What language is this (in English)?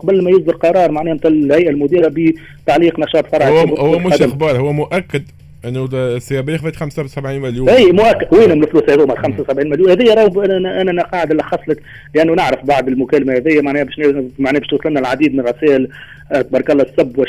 Tunisian Arabic